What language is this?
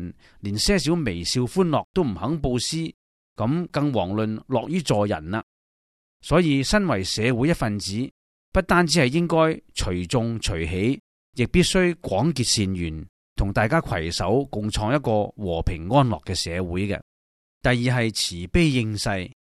Cantonese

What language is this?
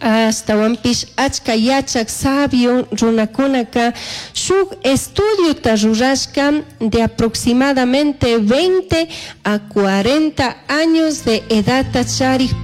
Chimborazo Highland Quichua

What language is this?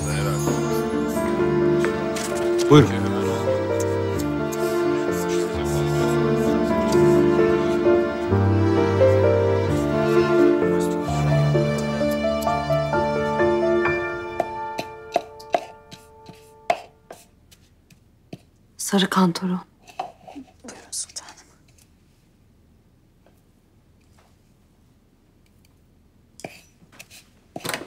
Turkish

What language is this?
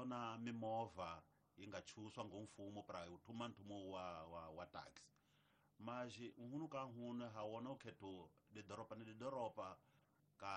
Tsonga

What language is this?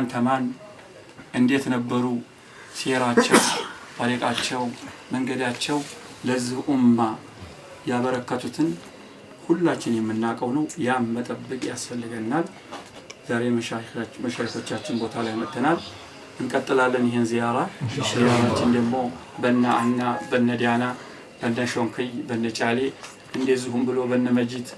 Amharic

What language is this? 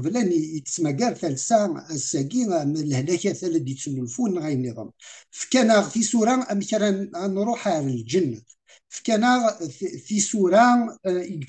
Kabyle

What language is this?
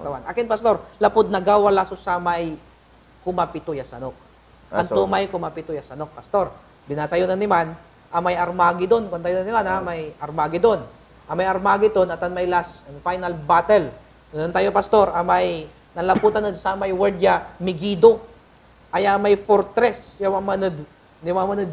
Pangasinan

